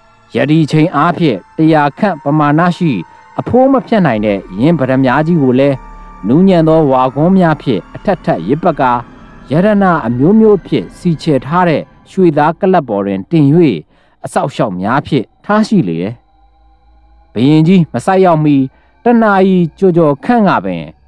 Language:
Burmese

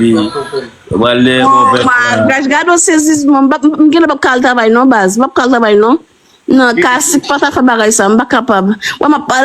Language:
Haitian Creole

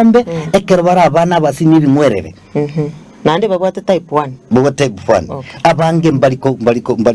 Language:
Gusii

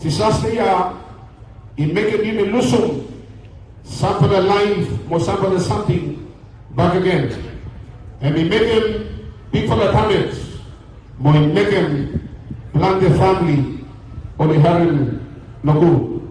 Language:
Bislama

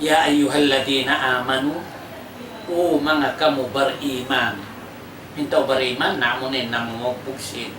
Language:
Tausug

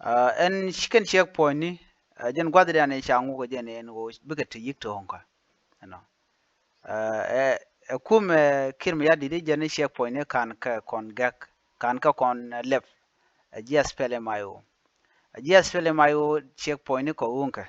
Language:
Nuer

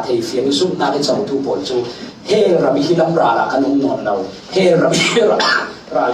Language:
Falam Chin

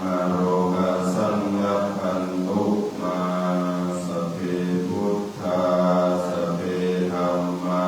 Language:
Pali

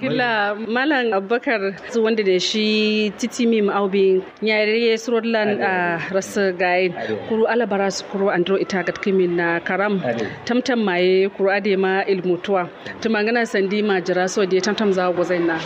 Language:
Kanuri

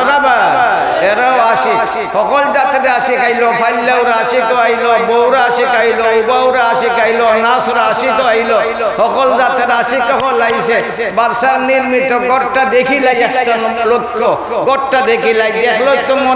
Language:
Sylheti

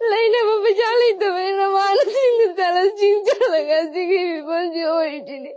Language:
Manipuri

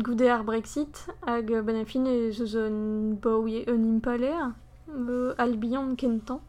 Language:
Breton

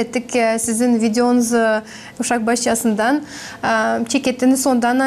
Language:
Gagauz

